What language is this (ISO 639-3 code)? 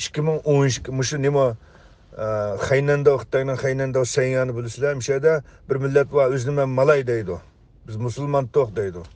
uig